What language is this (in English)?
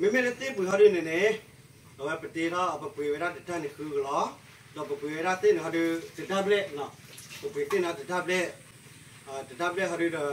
S'gaw Karen